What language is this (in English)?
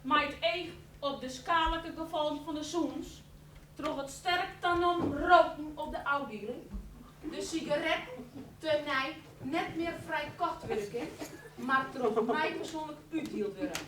Western Frisian